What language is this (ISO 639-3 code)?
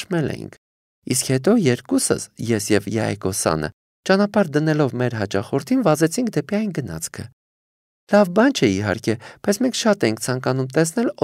hye